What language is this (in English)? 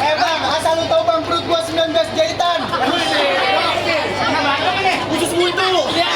Betawi